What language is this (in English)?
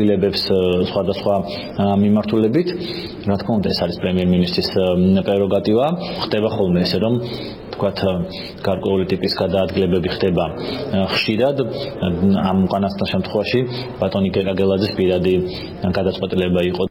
Georgian